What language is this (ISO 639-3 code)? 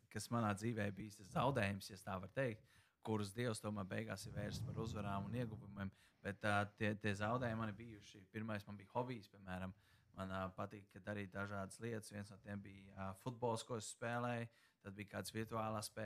lav